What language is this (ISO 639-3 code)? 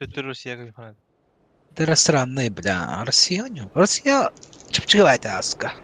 sah